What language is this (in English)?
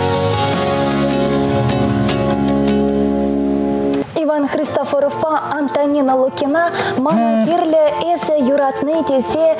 Chuvash